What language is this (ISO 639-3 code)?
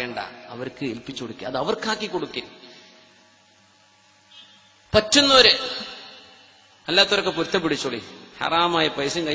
mal